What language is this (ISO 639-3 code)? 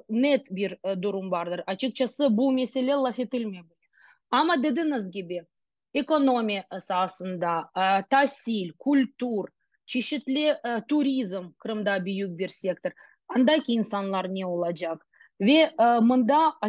crh